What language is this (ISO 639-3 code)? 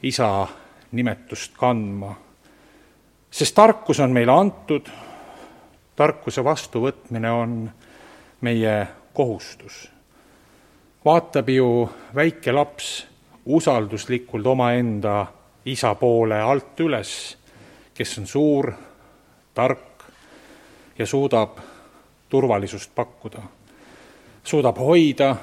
est